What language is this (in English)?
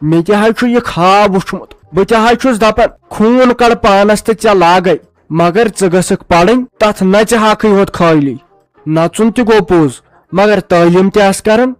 Kashmiri